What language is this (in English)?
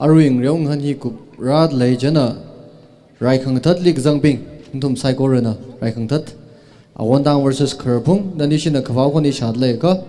Tangkhul Naga (India)